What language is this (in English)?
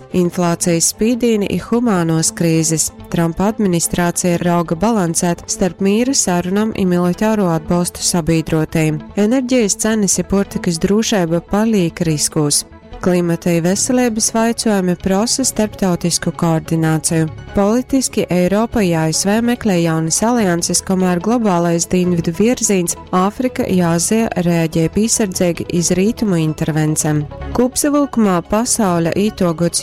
Latgalian